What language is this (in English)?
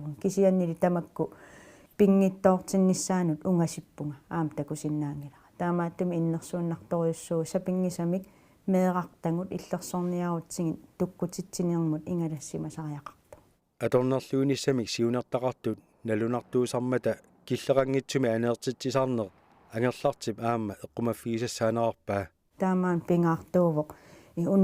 Kalaallisut